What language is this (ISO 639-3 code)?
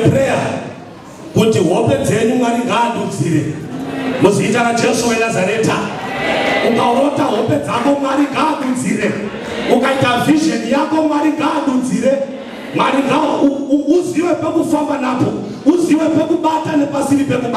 sna